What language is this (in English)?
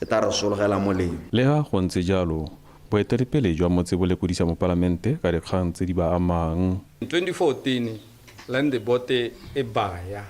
Tswana